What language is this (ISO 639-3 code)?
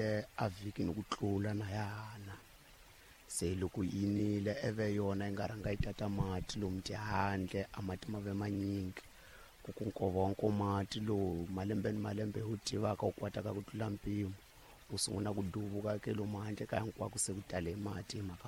tso